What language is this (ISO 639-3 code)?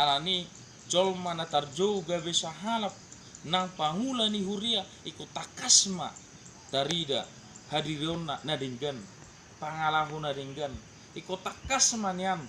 bbc